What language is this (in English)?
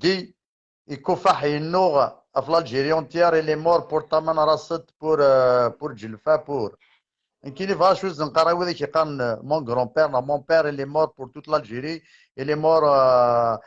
Kabyle